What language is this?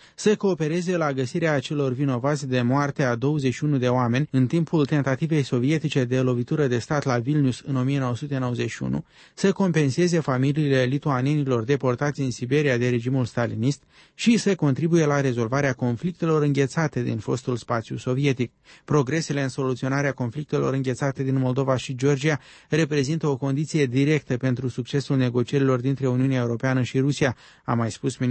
Romanian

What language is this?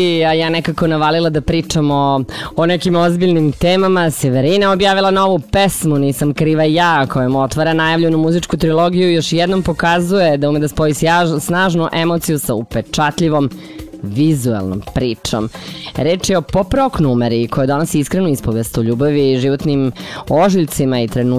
Serbian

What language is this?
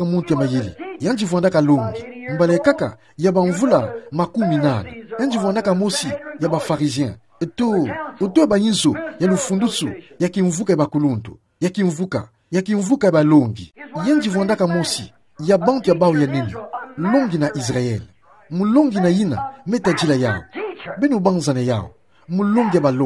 Kituba (Democratic Republic of Congo)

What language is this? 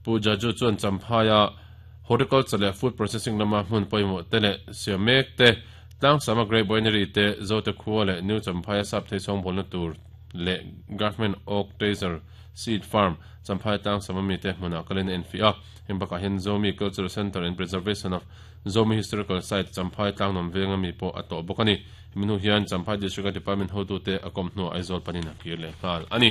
Mizo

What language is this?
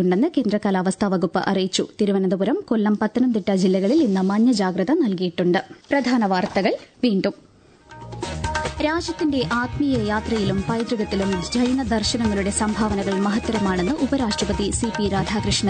Malayalam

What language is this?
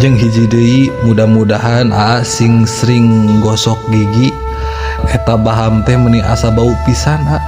Sundanese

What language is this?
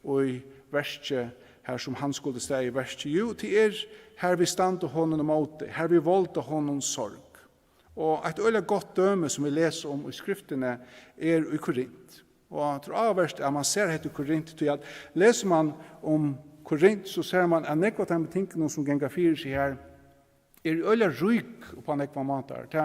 Faroese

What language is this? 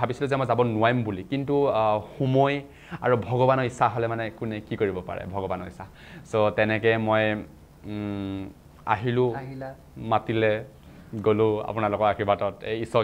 Assamese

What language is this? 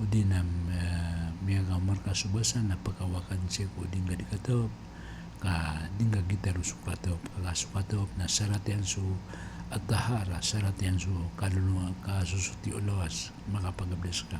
Maranao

